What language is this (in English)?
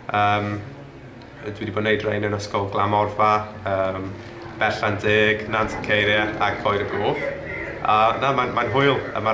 Welsh